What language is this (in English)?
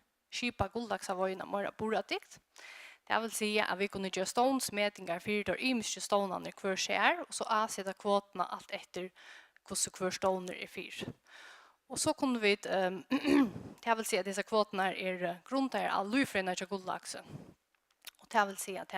Faroese